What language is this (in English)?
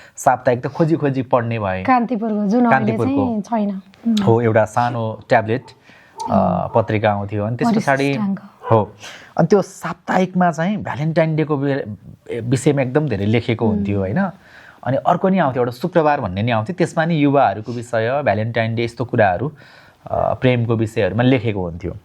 Nepali